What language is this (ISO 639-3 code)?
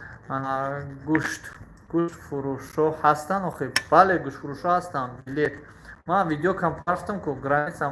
tgk